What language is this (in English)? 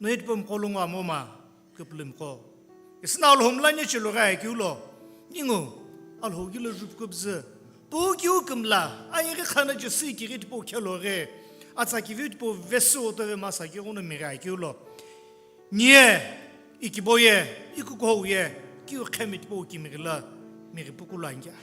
Sumi Naga